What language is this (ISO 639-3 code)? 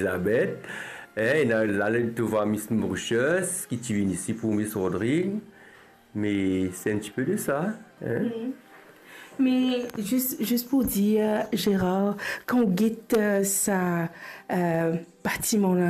mfe